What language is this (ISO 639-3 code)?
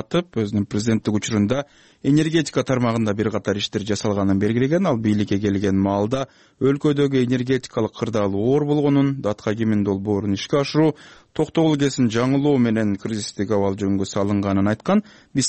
kir